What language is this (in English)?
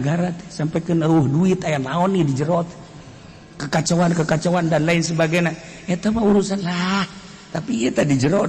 Sundanese